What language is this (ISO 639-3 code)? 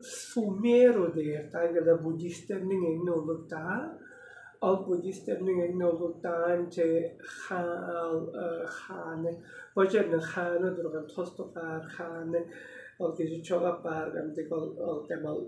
tyv